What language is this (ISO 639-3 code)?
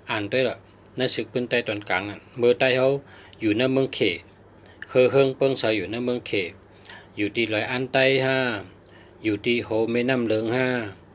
shn